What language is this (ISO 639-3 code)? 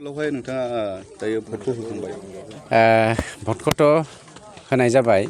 brx